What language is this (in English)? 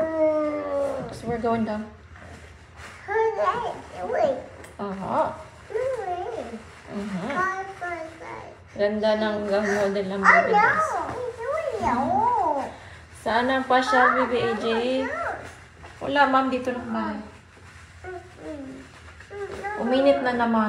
Filipino